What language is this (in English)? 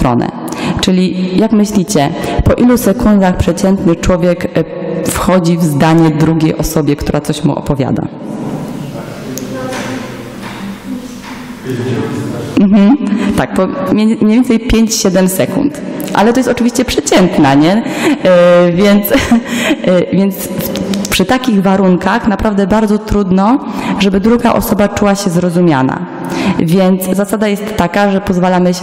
Polish